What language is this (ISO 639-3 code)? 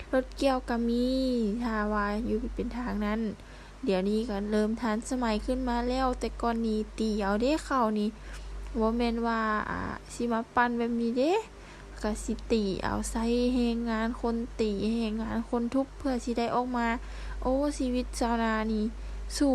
lao